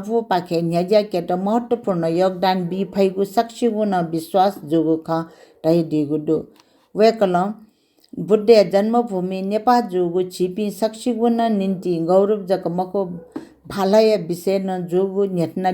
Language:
Newari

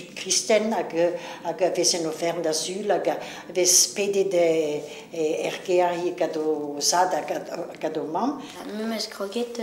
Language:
Breton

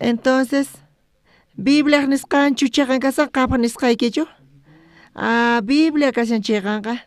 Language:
South Bolivian Quechua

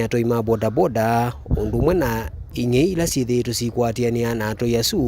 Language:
Kamba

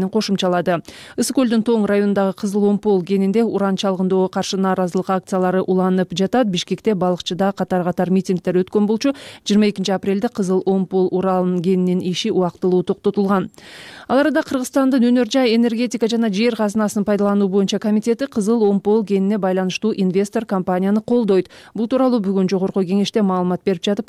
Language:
Kyrgyz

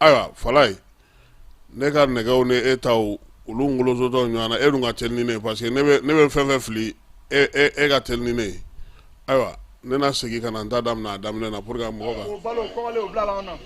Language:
Bambara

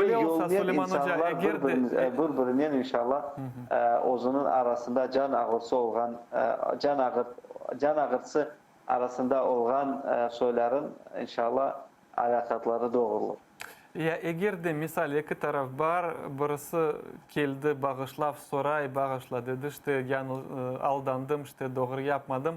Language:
Crimean Tatar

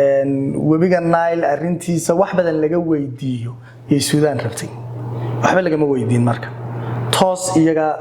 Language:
Somali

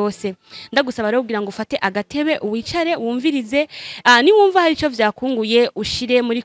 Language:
Rundi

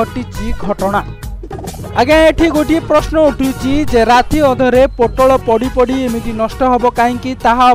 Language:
Odia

